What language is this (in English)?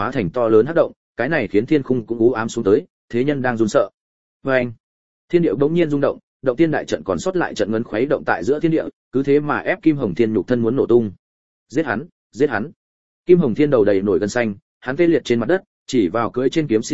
Vietnamese